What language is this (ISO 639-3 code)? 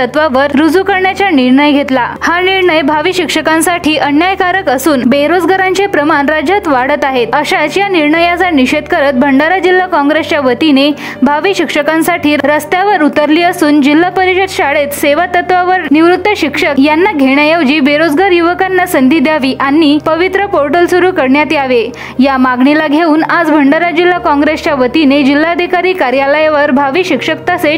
mar